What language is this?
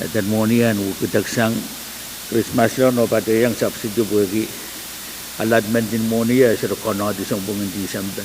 Pohnpeian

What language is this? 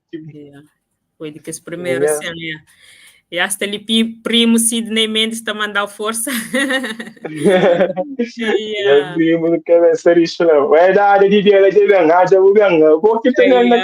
Kabuverdianu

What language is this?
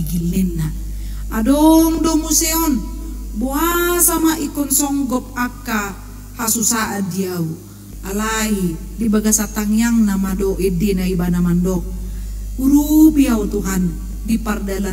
Batak Toba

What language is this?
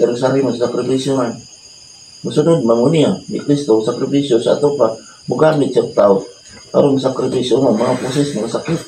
Cebuano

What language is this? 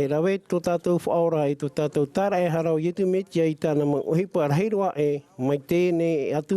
Tahitian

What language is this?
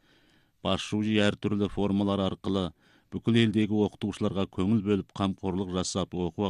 Kazakh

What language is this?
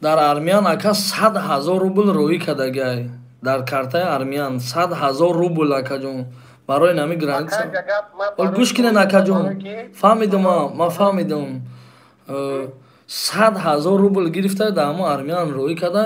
Tajik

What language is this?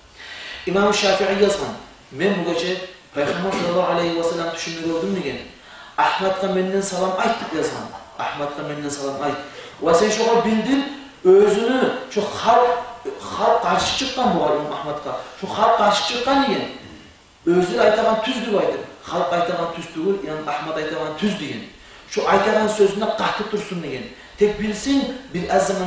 Kumyk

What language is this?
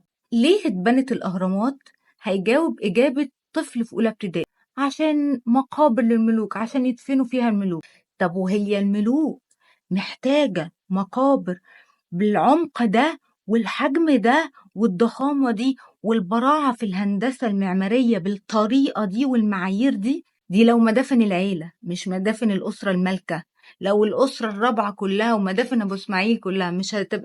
Egyptian Arabic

